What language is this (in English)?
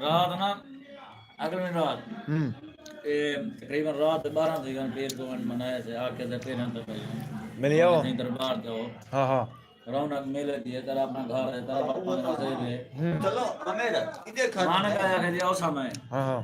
Saraiki